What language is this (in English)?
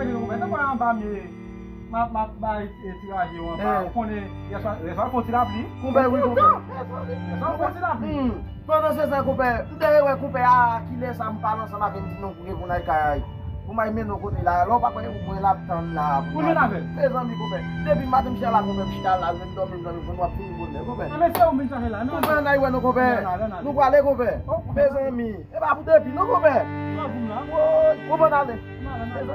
Haitian Creole